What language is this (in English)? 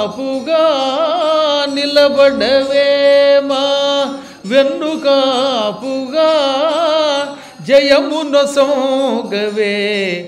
Telugu